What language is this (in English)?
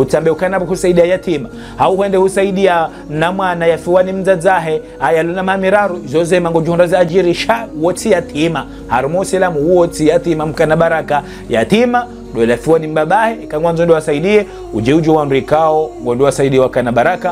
Ngazidja Comorian